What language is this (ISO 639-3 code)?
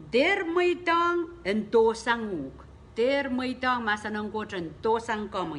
pon